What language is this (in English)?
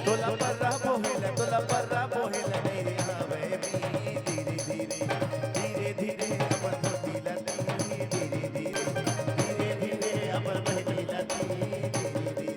Chhattisgarhi